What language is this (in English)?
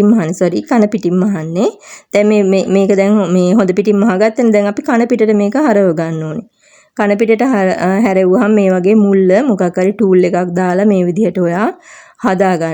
Sinhala